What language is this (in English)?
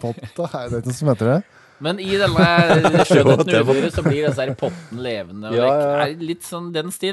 Norwegian